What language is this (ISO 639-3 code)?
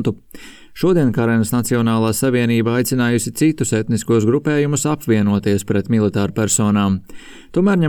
lav